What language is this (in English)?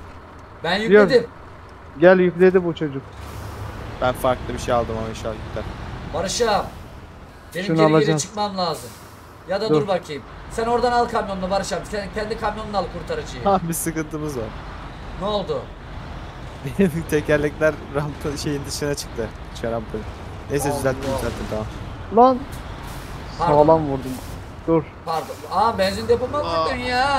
Turkish